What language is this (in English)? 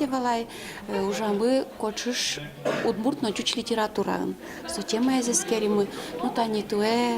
Udmurt